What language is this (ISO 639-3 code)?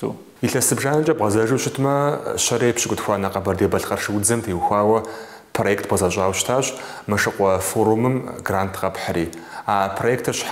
kbd